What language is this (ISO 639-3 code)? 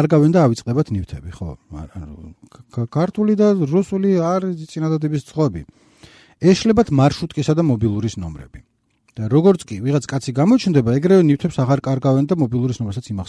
kat